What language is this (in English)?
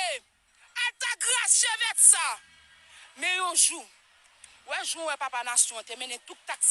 Haitian Creole